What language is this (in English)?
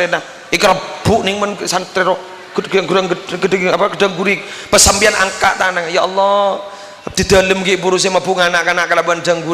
Madurese